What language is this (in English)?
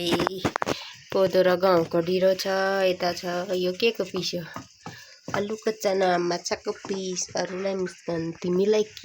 Nepali